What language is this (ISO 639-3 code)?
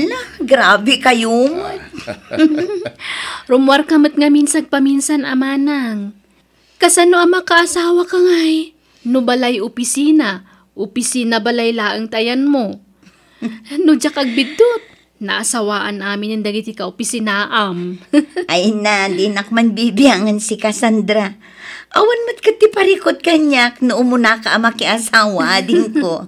ilo